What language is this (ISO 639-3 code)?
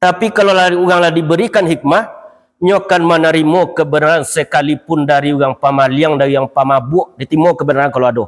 min